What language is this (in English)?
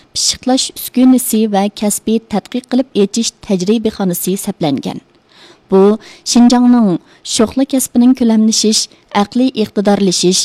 Uyghur